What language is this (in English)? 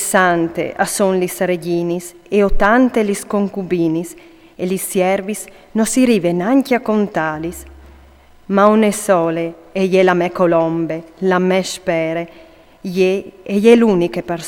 Friulian